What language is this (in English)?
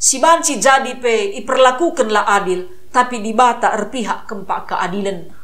Batak Karo